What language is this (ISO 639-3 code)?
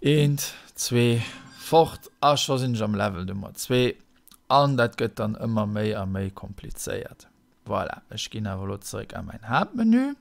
ltz